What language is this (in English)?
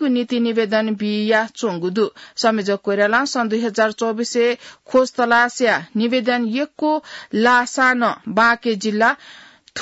Newari